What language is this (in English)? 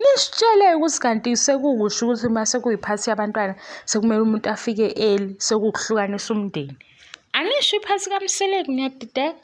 Zulu